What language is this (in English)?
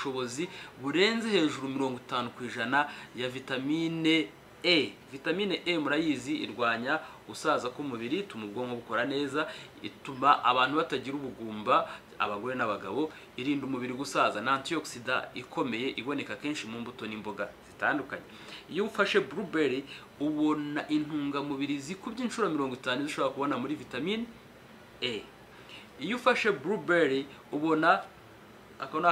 Kinyarwanda